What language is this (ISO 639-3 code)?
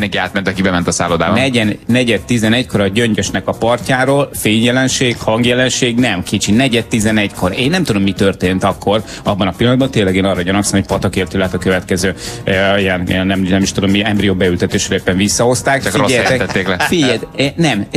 hun